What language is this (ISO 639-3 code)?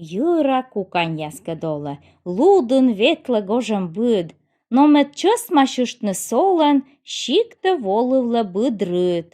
kom